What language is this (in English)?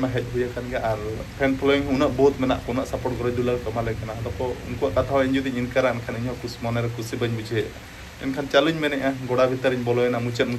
Santali